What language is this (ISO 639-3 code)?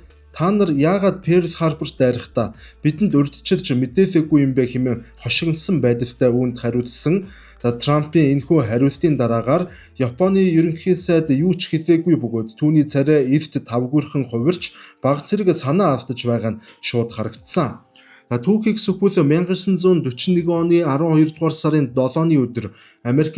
mon